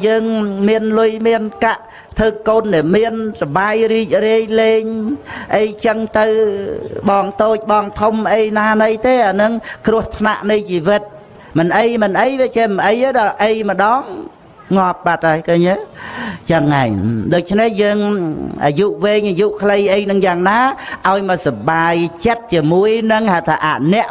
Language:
Khmer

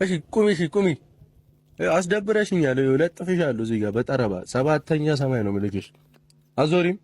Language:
Amharic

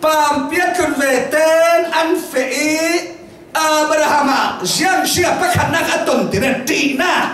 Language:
Falam Chin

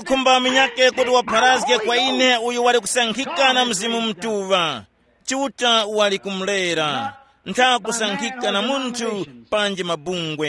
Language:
Tumbuka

